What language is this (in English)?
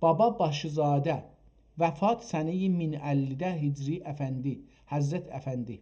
South Azerbaijani